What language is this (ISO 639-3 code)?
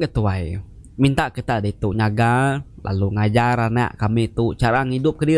iba